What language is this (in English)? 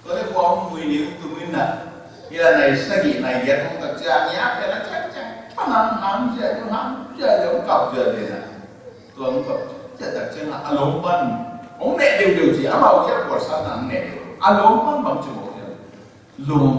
Tedim Chin